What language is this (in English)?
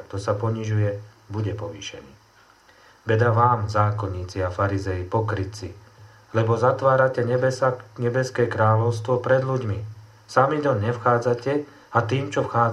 Slovak